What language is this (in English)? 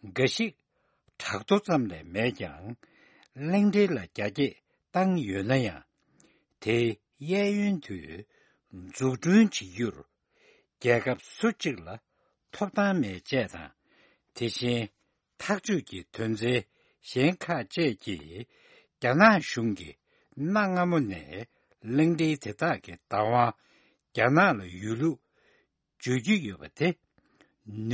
Tibetan